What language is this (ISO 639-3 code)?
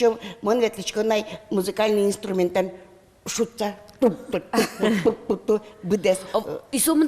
udm